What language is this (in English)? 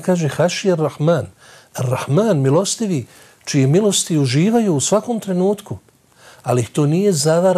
Bosnian